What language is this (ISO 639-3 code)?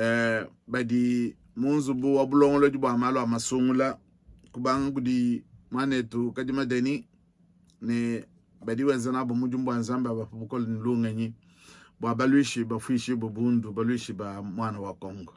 lua